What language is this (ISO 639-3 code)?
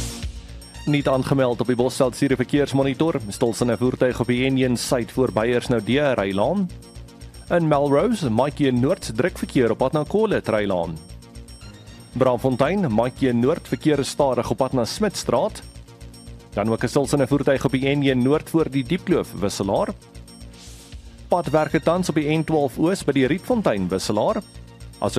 afr